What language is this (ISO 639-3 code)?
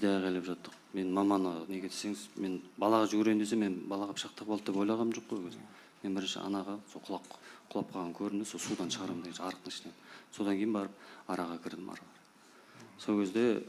kaz